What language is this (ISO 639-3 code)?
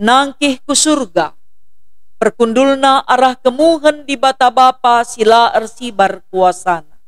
btx